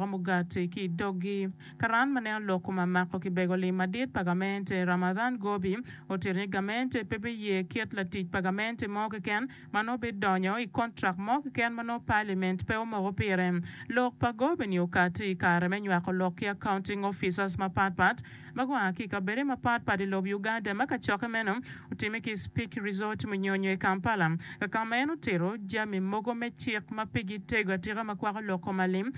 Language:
Acoli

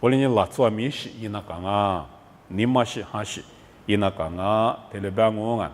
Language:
Lisu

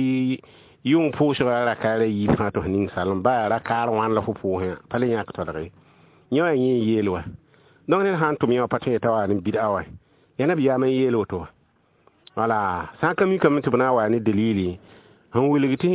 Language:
Mossi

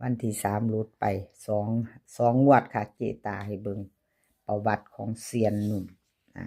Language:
Northeastern Thai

